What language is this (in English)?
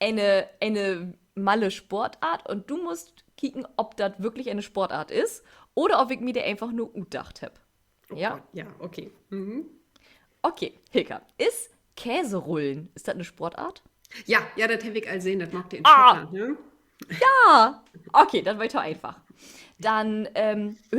Low German